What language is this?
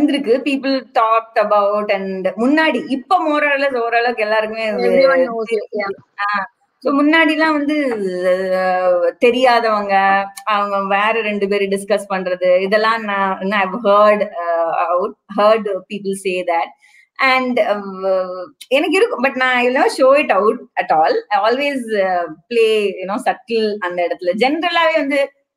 Tamil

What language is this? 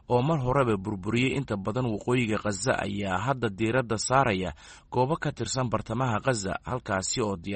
Somali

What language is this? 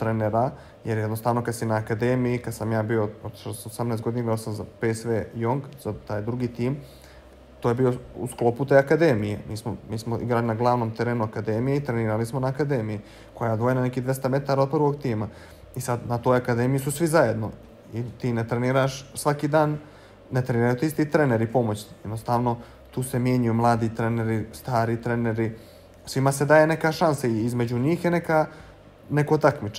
Bosnian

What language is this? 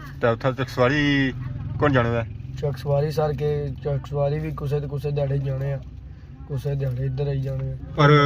Pahari-Potwari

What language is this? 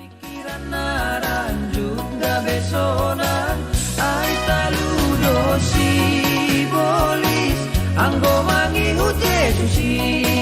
Batak Simalungun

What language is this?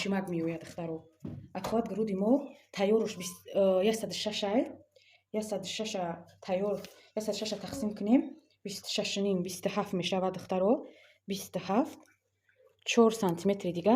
Tajik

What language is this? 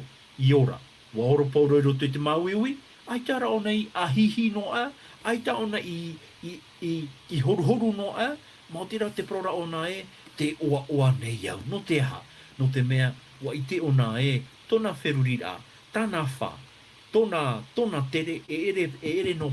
Tahitian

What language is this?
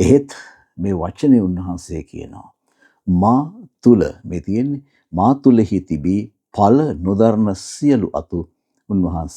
Sinhala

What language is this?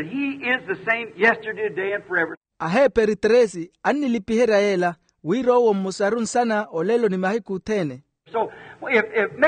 Makhuwa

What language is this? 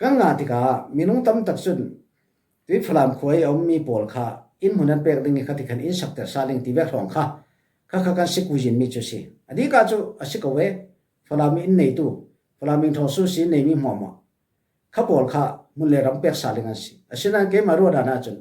Falam Chin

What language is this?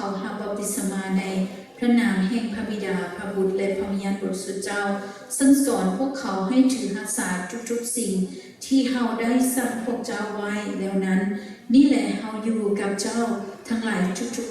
Lao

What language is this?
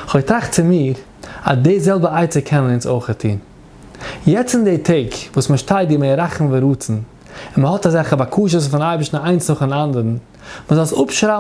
Yiddish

